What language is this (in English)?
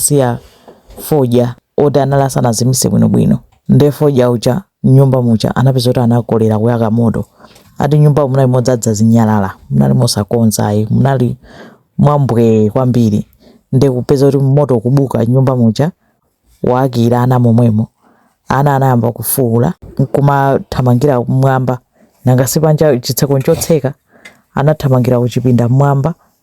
Nyanja